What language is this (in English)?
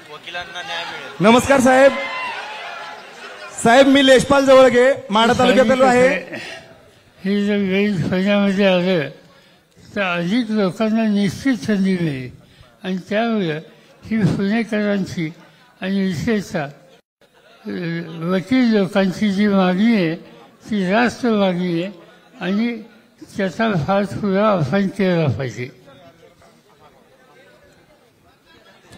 Marathi